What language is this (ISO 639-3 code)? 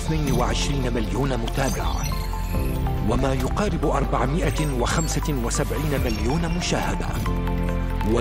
ara